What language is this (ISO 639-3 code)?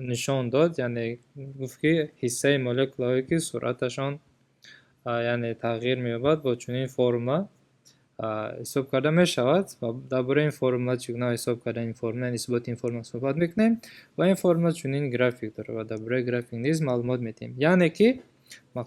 tgk